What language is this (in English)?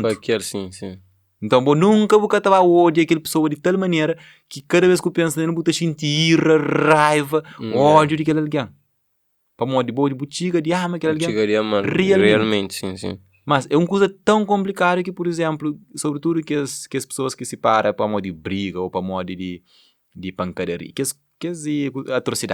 Kabuverdianu